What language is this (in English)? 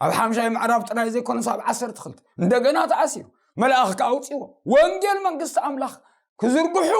Tigrinya